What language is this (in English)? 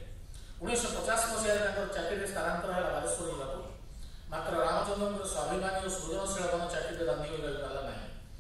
Odia